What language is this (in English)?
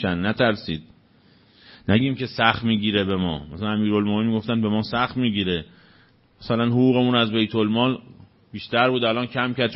Persian